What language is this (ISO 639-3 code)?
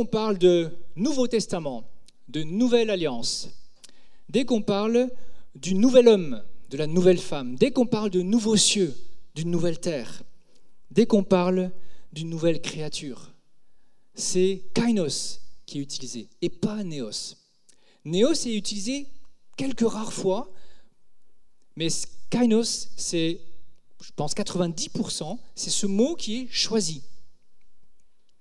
fra